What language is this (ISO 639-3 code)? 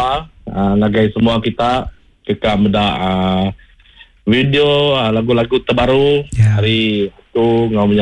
iba